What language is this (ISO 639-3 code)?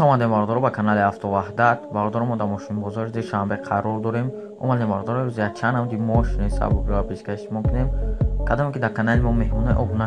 tgk